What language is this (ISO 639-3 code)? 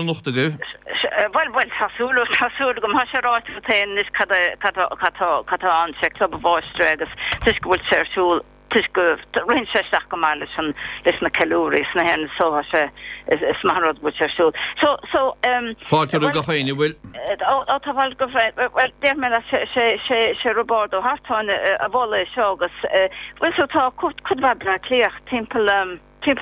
gle